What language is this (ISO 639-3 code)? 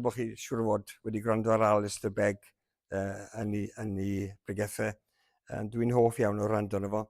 cym